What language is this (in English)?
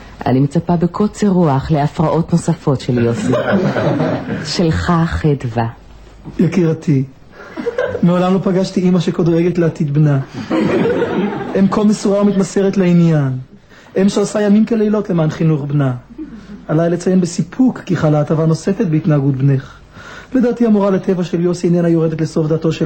Hebrew